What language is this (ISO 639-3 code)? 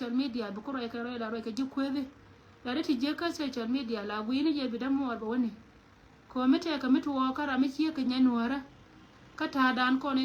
nus